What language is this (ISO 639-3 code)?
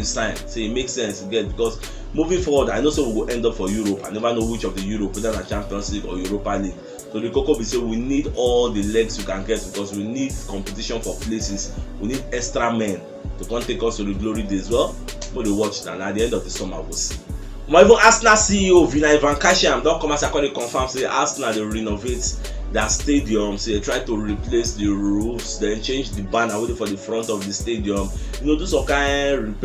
pcm